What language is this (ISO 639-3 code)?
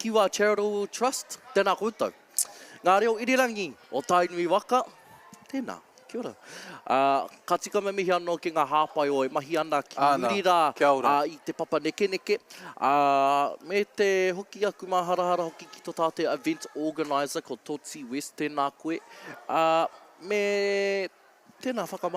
mri